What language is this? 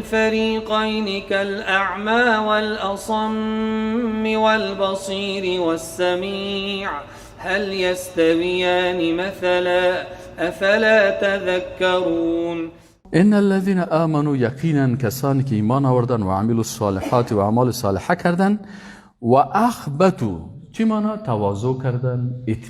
Persian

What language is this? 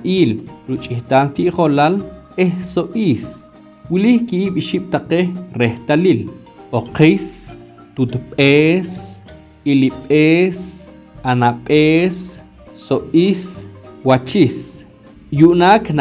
Poqomchi'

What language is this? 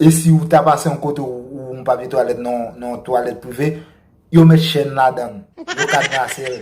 Haitian Creole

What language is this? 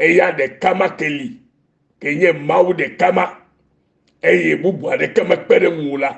Ewe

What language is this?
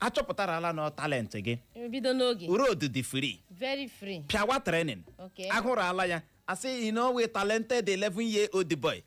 Igbo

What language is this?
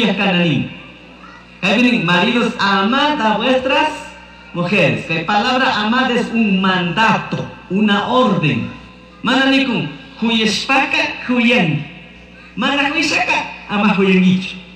Chimborazo Highland Quichua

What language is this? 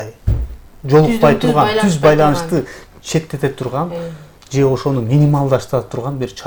Kyrgyz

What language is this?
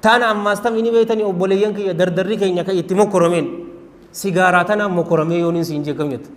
Oromo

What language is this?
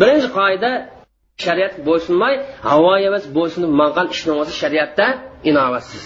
Uyghur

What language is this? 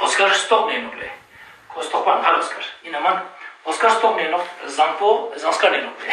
Ladakhi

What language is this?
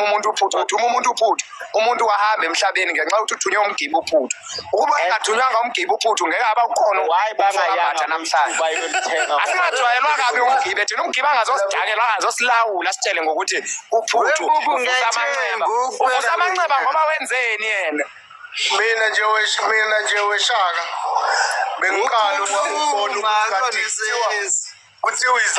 Zulu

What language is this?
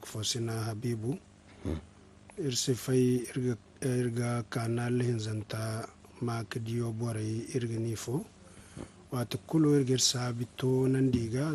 Zarma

